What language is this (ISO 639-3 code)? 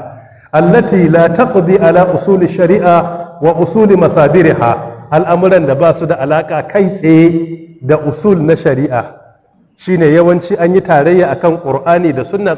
hau